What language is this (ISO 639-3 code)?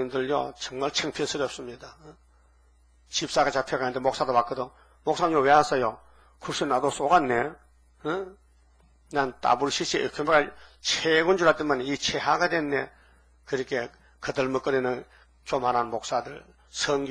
kor